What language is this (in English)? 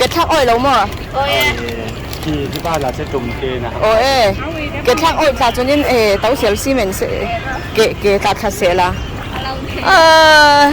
Falam Chin